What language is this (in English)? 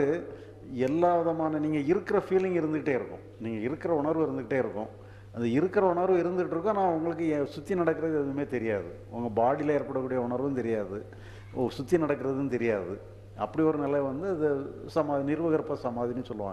Tamil